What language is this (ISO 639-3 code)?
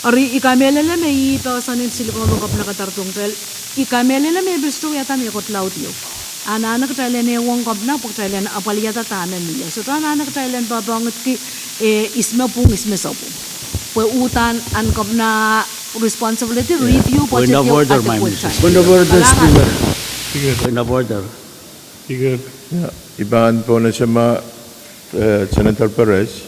pon